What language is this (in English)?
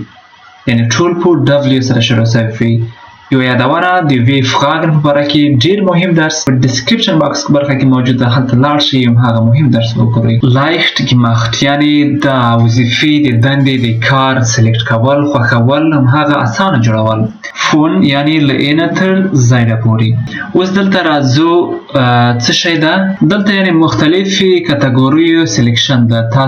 Pashto